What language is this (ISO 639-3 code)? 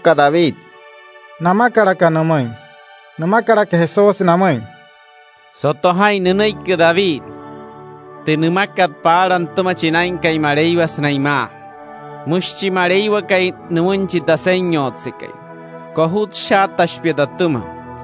guc